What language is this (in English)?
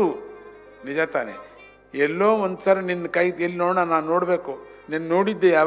Kannada